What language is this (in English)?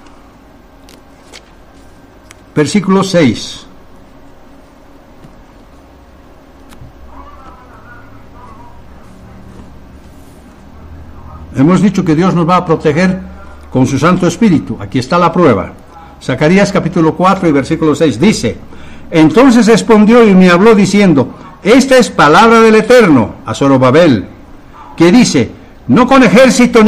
Spanish